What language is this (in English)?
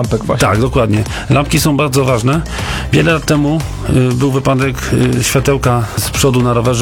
Polish